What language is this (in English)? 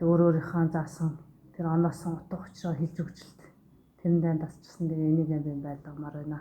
Mongolian